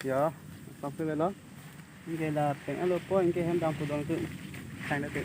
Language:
Karbi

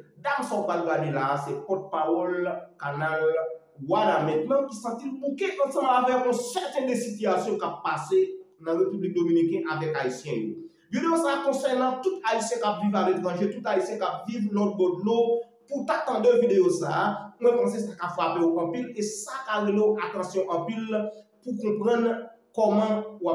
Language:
Haitian Creole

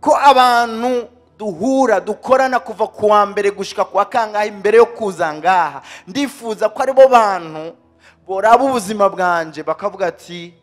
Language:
Rundi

